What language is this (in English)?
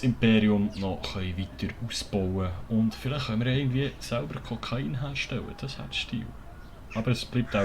Swiss German